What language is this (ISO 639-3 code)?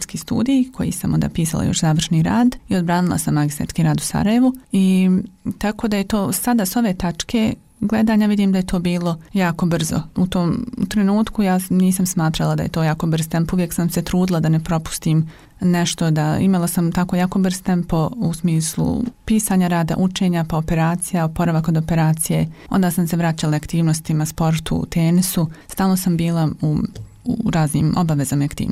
bos